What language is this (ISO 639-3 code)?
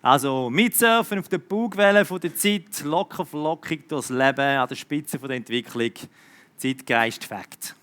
gsw